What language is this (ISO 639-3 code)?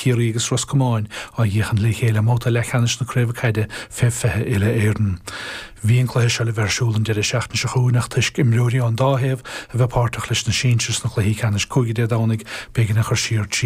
gle